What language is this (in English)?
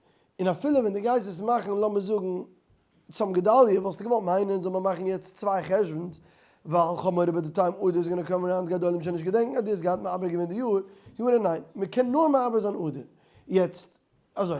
Yiddish